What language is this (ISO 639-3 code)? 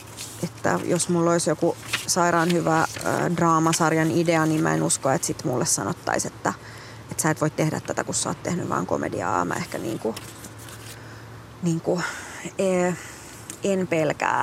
fin